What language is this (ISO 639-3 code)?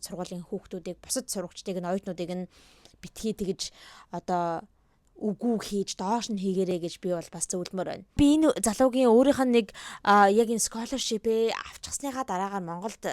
mon